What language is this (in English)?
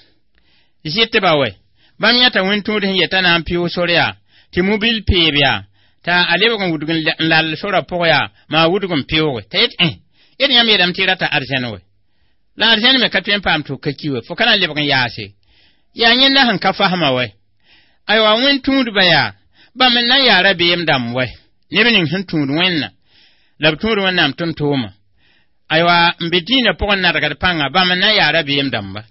Mossi